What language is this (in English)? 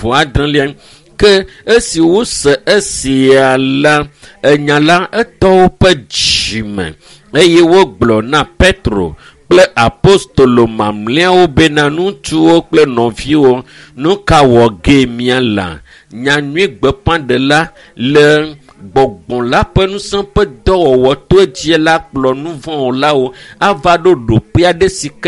Ewe